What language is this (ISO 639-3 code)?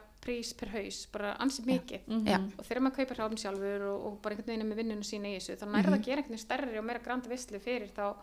isl